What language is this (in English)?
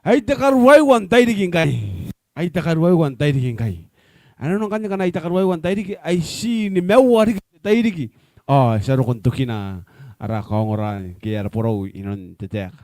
Gilbertese